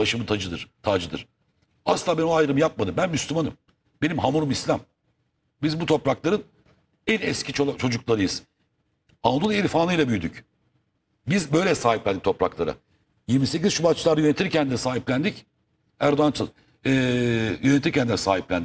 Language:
Turkish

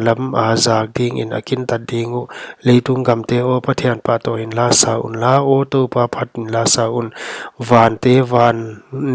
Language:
Paite Chin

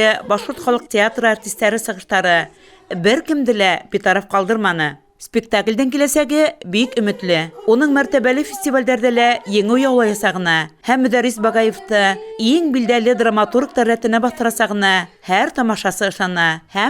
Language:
Bashkir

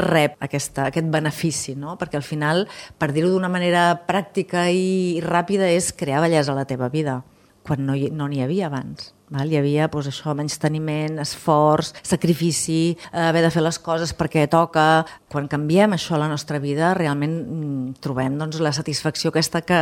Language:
Catalan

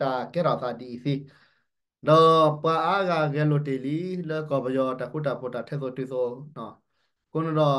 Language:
S'gaw Karen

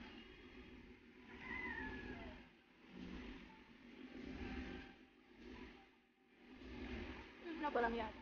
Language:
Filipino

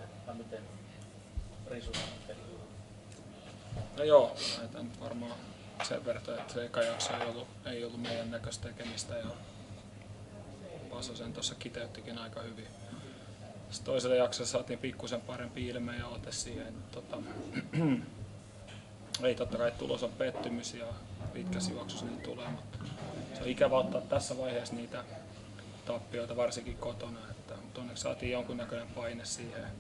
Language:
Finnish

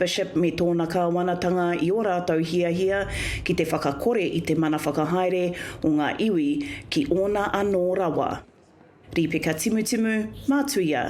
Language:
Māori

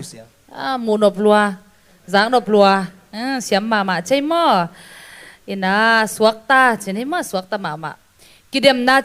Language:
Tedim Chin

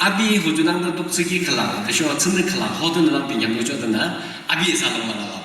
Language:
Yimchungru Naga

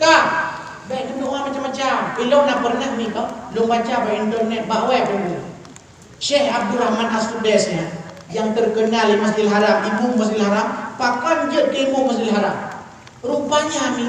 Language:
Achinese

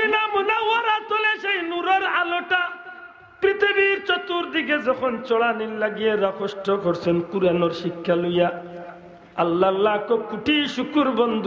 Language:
Sylheti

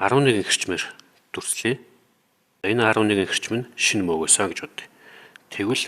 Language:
Mongolian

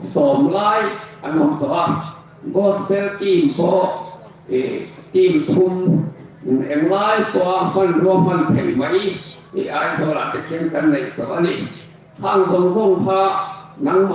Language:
Hmar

